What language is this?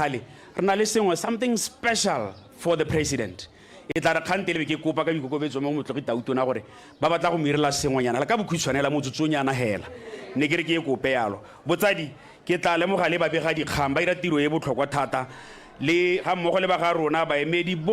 Tswana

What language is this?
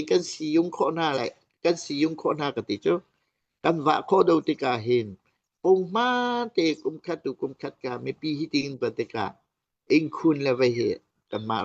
Hakha Chin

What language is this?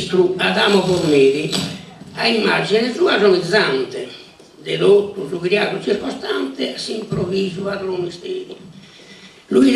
Sardinian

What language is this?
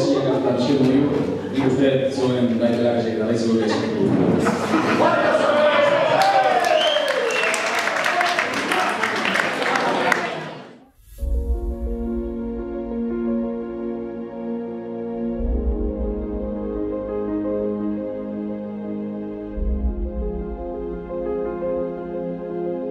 Basque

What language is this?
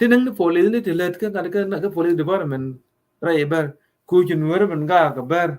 Nuer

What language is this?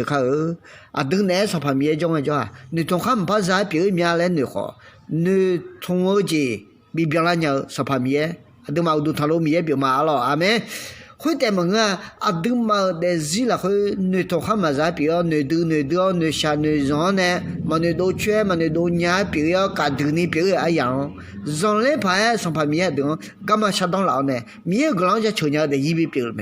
Akha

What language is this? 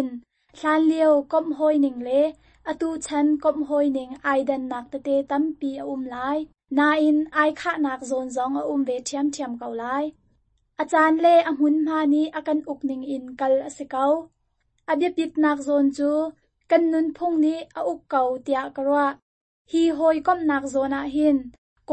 Hakha Chin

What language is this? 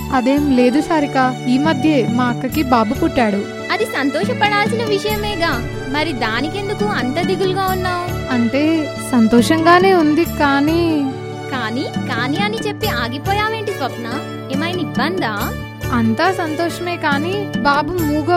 Telugu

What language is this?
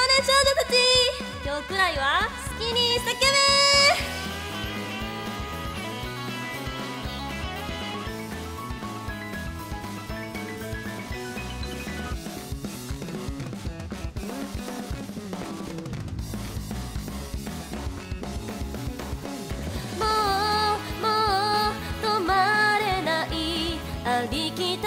Japanese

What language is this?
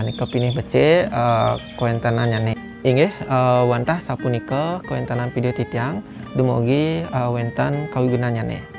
Balinese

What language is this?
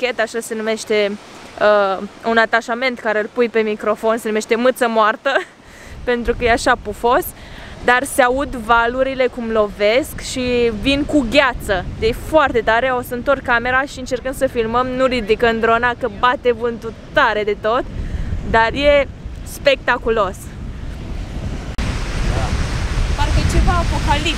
Romanian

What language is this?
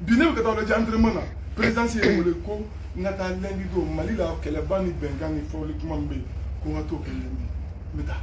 Bambara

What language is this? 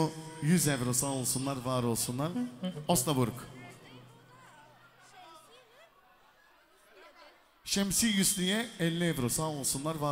Turkish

